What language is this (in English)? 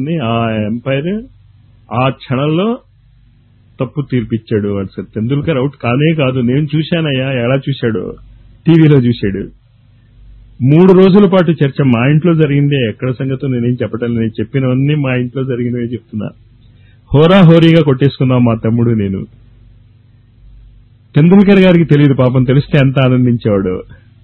Telugu